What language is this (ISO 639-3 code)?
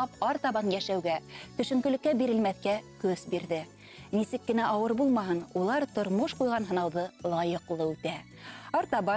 bak